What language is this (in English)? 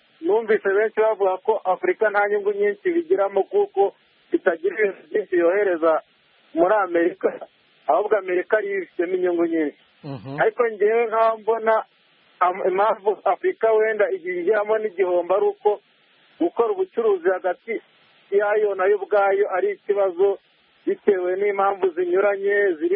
Kinyarwanda